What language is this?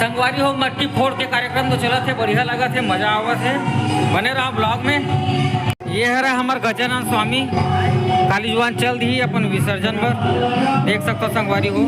Chhattisgarhi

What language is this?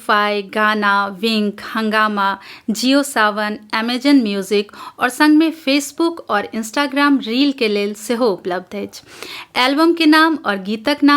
Maithili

